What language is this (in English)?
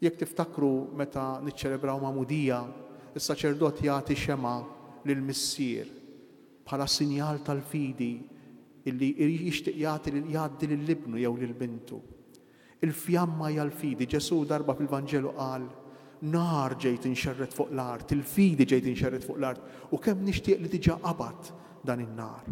Maltese